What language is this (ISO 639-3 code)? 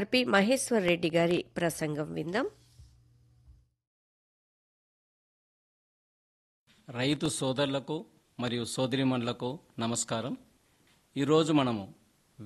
tel